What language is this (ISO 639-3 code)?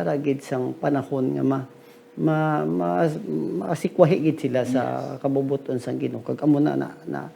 hil